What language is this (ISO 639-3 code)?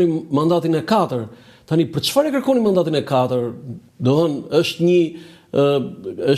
sqi